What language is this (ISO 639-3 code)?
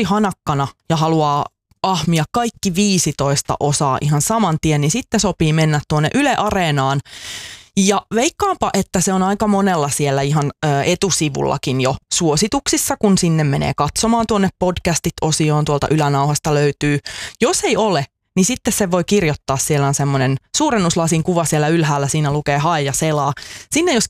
fin